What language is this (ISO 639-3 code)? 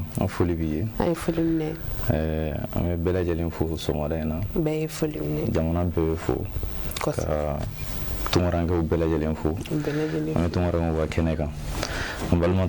bam